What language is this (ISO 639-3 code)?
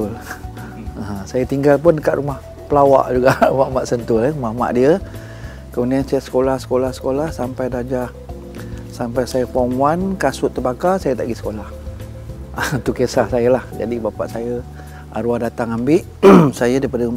msa